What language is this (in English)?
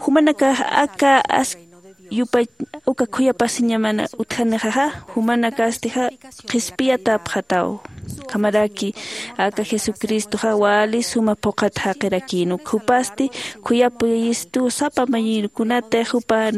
Aymara